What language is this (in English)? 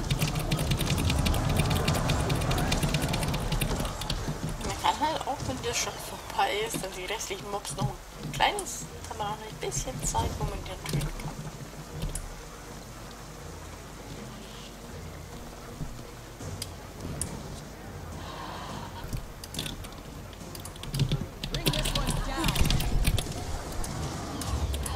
German